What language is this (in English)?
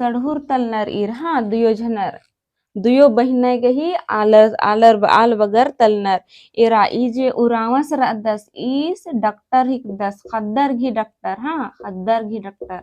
Kurukh